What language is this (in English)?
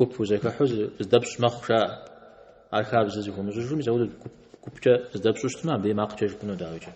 Kabardian